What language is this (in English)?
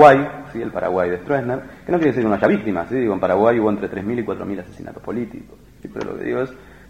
Spanish